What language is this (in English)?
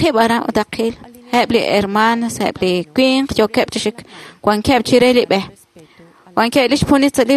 Kekchí